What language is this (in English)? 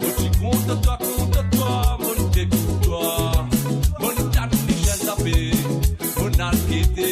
Morisyen